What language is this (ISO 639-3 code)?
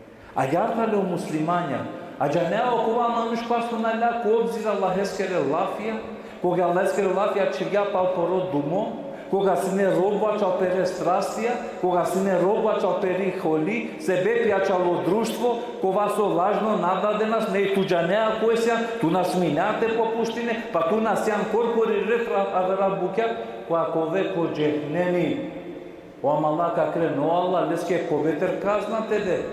rmn